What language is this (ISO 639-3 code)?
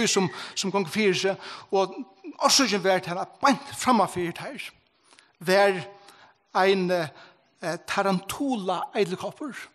fao